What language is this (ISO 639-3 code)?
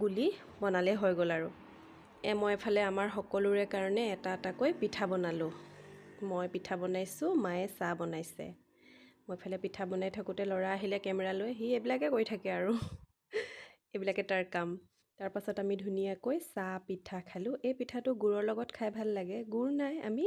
asm